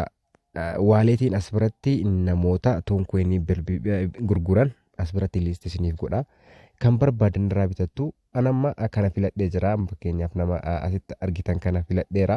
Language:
Oromo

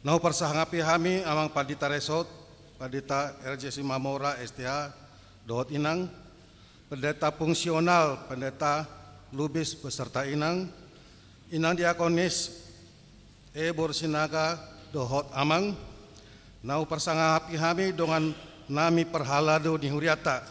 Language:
Batak Toba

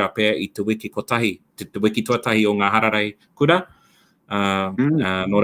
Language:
Māori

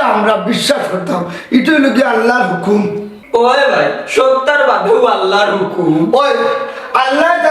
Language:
Sylheti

